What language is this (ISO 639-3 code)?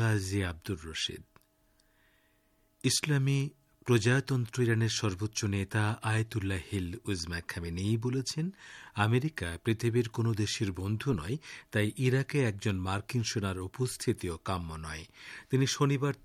ben